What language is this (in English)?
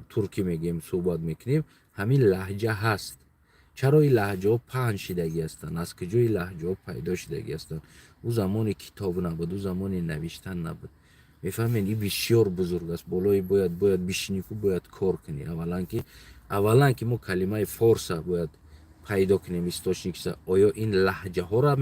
Tajik